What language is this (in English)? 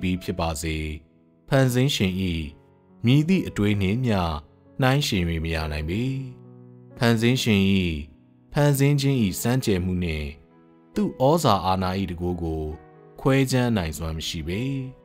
Burmese